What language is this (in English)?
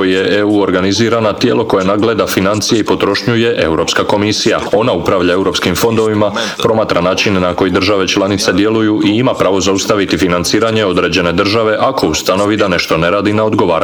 Croatian